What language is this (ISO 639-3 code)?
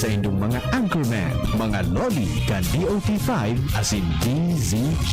bik